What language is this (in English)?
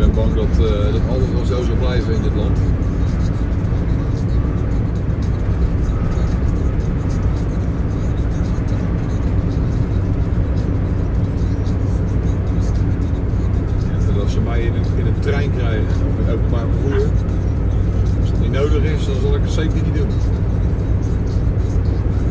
Dutch